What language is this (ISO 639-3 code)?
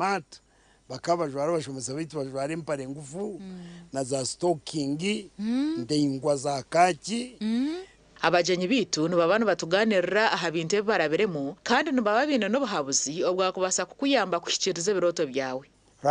nyn